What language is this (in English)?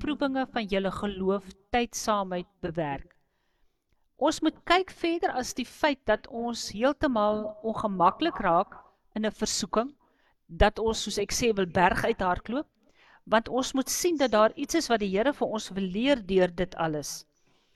Afrikaans